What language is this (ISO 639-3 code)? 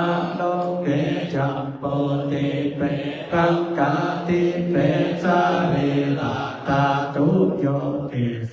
pli